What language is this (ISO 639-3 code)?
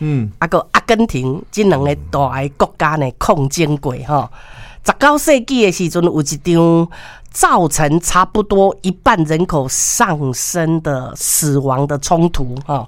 nan